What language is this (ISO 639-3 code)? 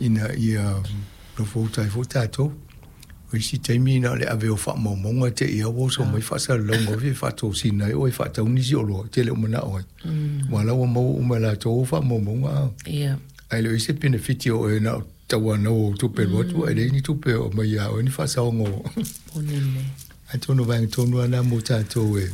smo